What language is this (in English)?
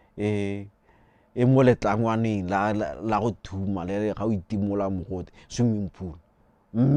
Tswana